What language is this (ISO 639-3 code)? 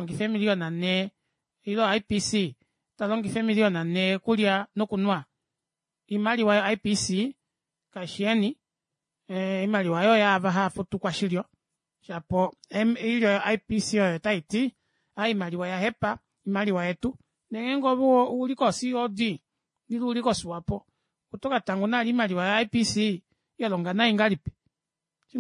kua